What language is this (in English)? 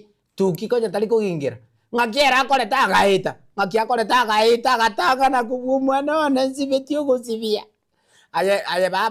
Gusii